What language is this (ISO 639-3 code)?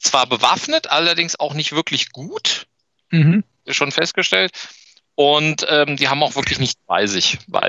deu